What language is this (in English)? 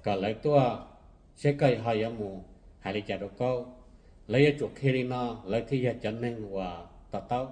Hmong